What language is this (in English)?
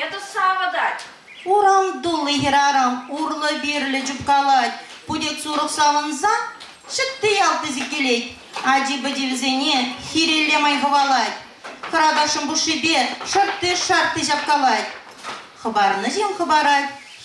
Chuvash